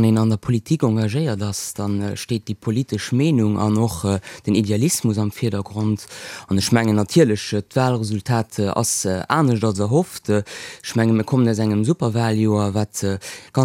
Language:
Luxembourgish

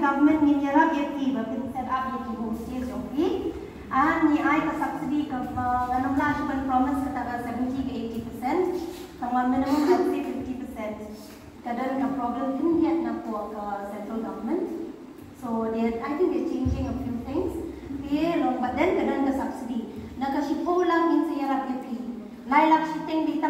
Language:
Khasi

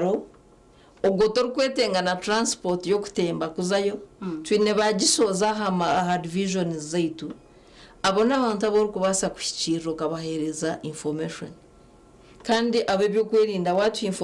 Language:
Nyankole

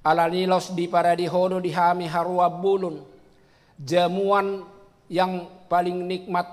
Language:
Batak Toba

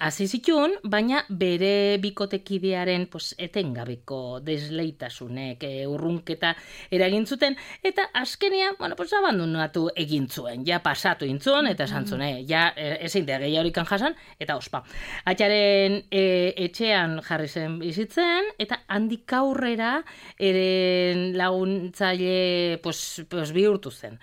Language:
Basque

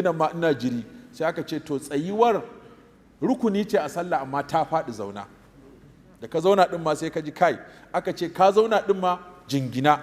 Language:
Hausa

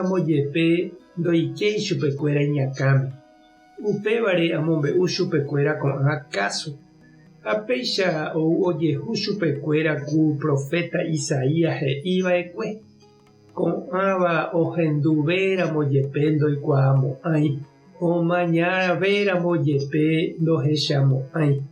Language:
Guarani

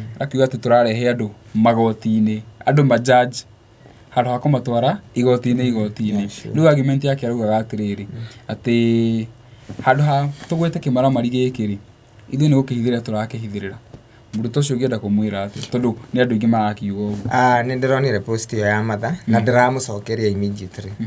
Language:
Kikuyu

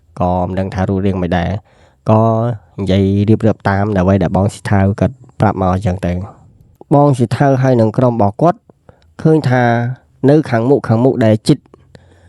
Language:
Khmer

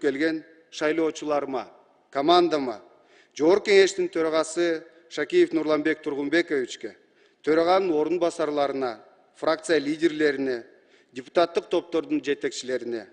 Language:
Kyrgyz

